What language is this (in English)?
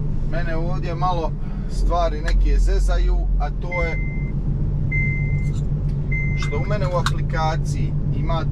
Croatian